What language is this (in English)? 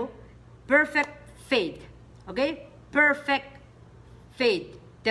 Pohnpeian